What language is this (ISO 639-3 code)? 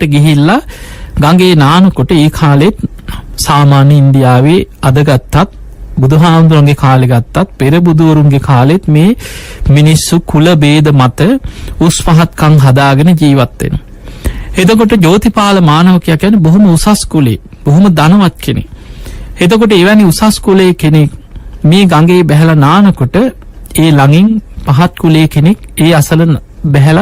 sin